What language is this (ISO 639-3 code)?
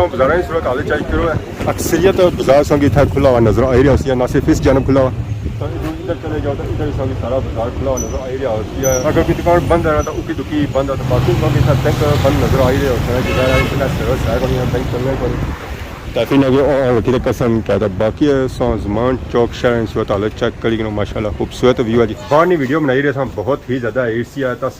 phr